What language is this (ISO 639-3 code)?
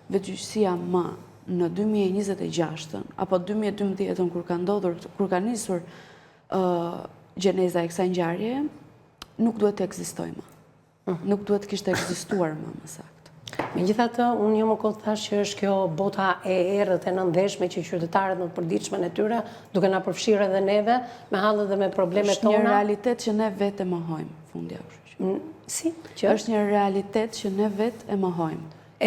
sqi